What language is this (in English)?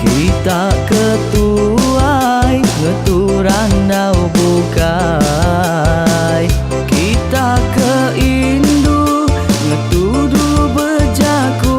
Iban